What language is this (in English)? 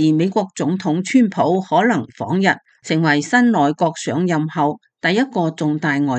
Cantonese